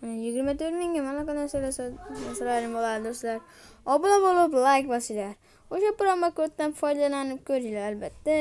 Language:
Uzbek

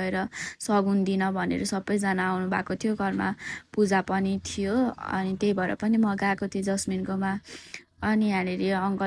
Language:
Nepali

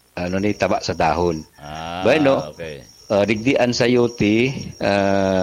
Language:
Bikol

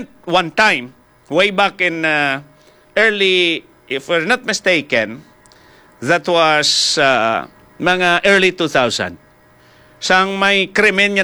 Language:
Hiligaynon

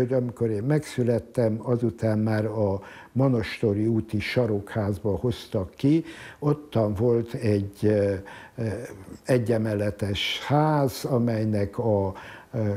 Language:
Hungarian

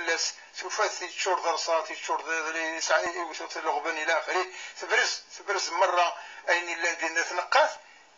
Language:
Kabyle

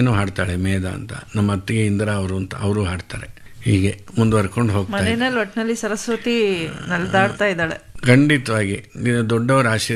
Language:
Kannada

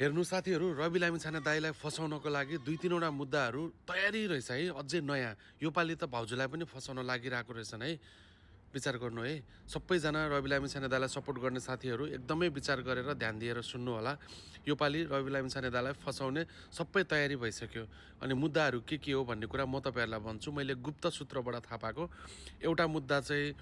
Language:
Nepali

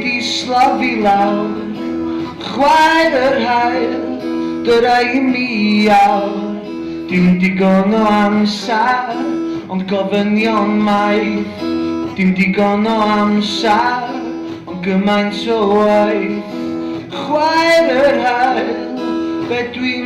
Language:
Welsh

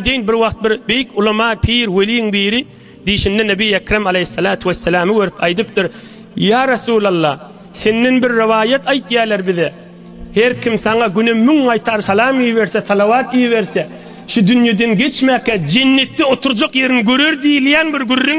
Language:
Turkmen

